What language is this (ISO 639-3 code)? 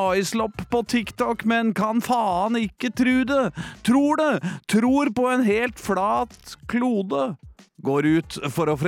nor